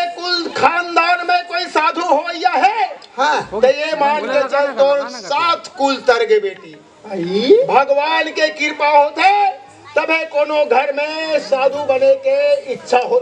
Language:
Chhattisgarhi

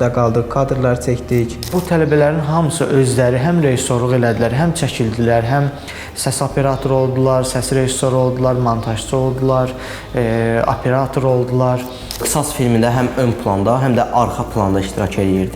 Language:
Azerbaijani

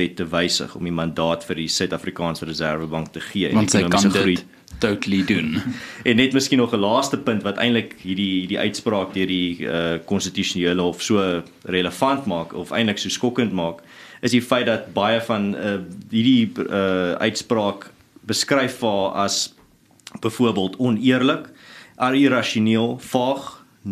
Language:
Afrikaans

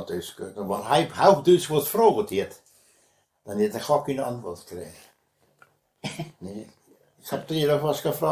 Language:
Westphalien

